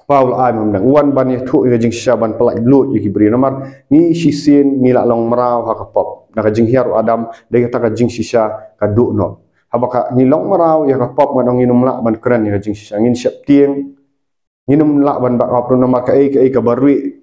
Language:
Khasi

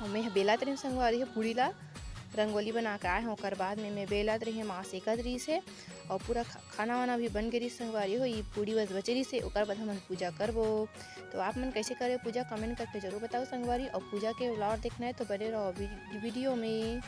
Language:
Chhattisgarhi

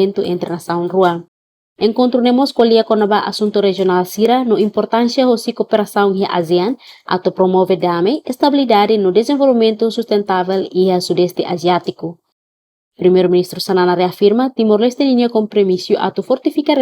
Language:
Tetum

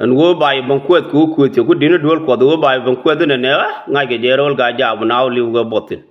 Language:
Nuer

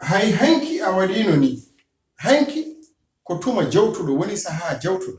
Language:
Fula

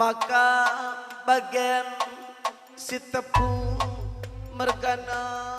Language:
Batak Karo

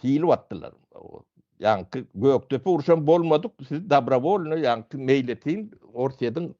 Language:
Turkmen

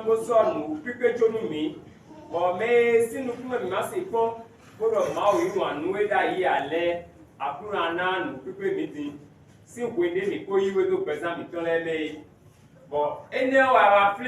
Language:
Fon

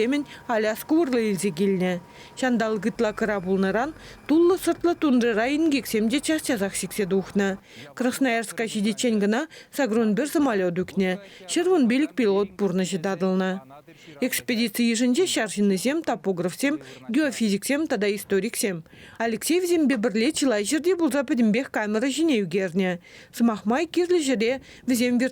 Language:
Chuvash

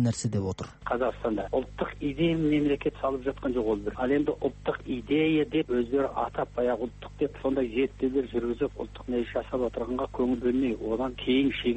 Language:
Kazakh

